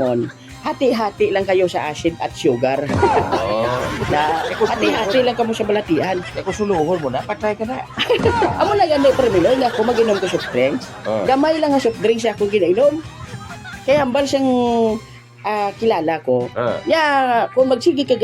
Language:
Hiligaynon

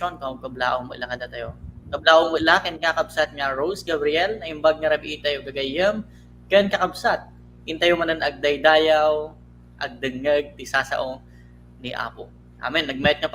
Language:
Iloko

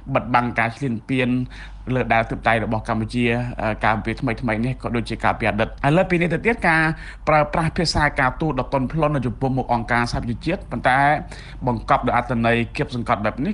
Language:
Khmer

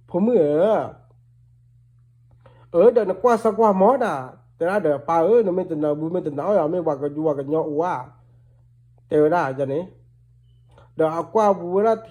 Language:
S'gaw Karen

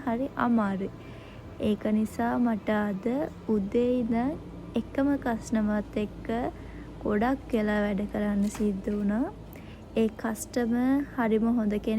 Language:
Sinhala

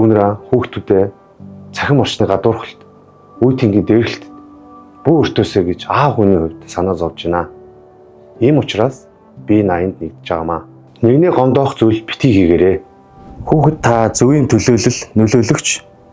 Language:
Mongolian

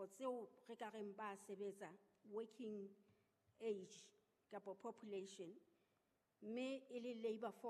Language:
Southern Sotho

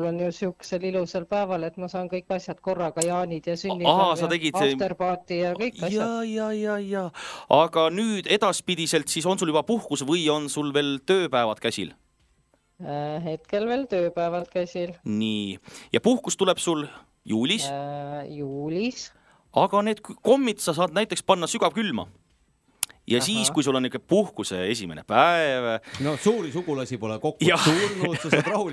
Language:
Estonian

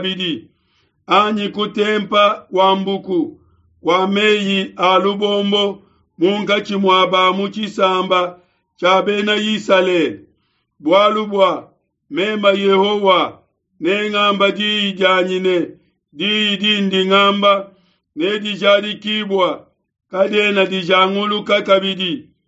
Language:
Luba-Lulua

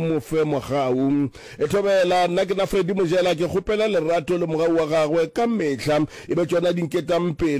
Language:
Northern Sotho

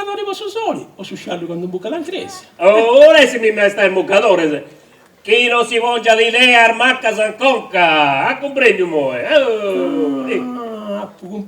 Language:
Sardinian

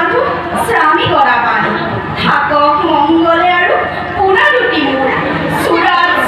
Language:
Assamese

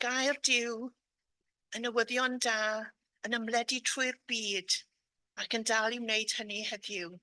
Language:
Welsh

